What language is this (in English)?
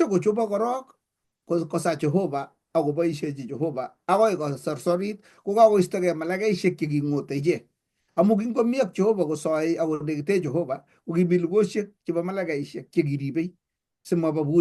Kalenjin